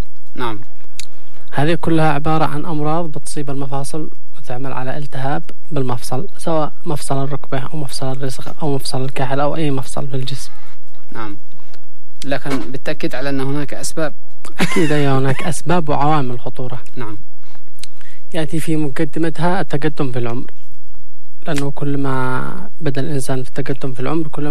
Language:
Arabic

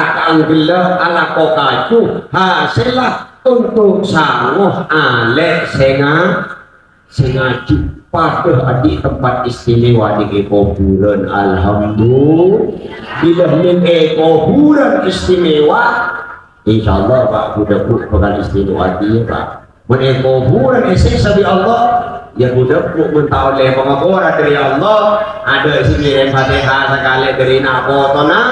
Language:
Madurese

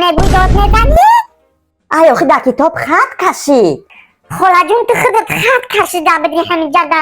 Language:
Tajik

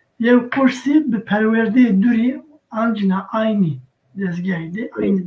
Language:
Zaza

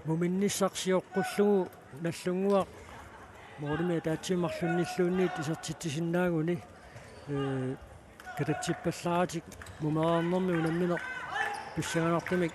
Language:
Kalaallisut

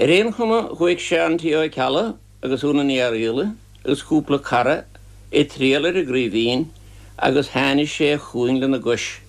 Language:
Irish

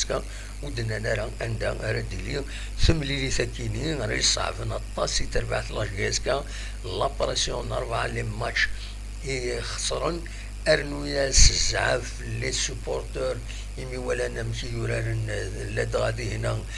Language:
Kabyle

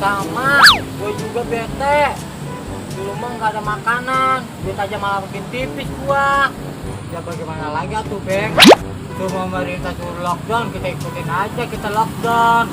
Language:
Betawi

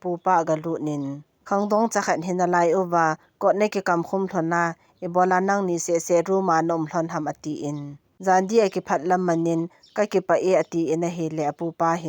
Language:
Thado Chin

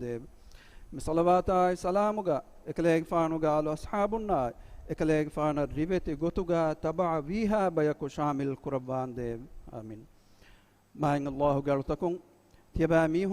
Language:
Divehi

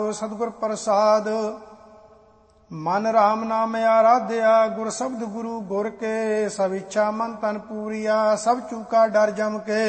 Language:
Punjabi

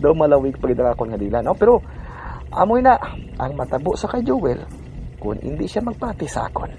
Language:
Hiligaynon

